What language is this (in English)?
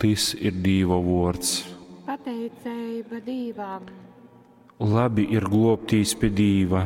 Latgalian